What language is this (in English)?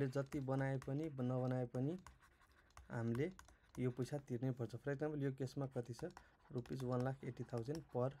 Nepali